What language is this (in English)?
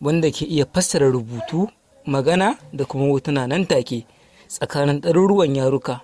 Hausa